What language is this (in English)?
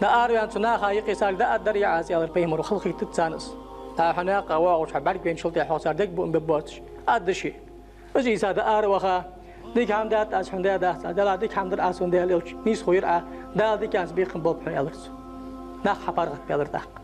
Ingush